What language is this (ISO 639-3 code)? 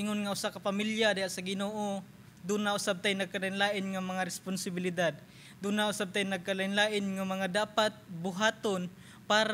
ceb